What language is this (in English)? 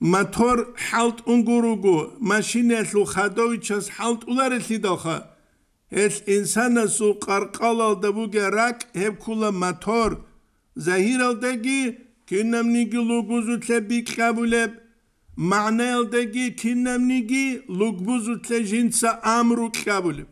Avaric